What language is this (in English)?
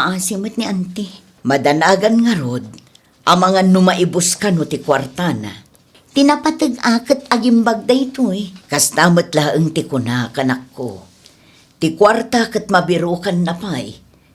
Iloko